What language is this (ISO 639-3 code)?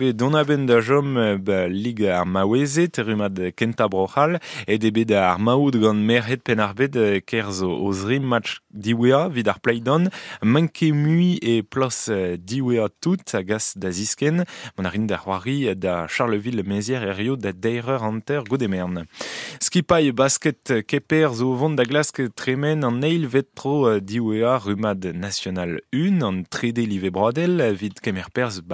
bre